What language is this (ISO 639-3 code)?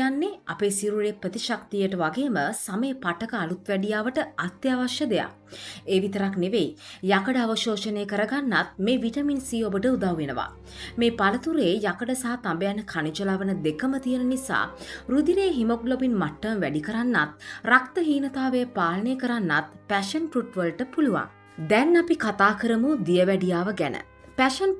sin